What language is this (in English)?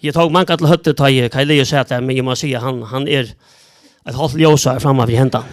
Faroese